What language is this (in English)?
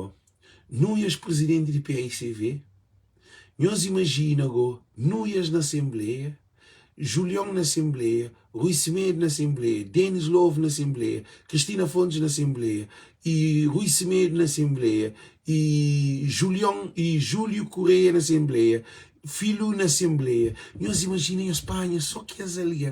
Kabuverdianu